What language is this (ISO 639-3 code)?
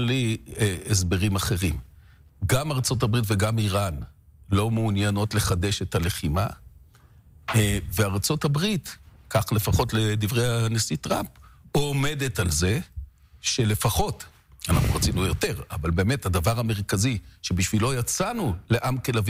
heb